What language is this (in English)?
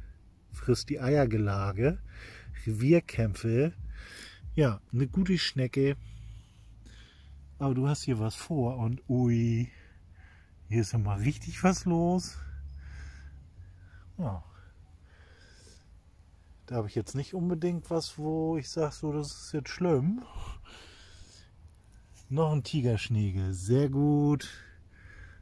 German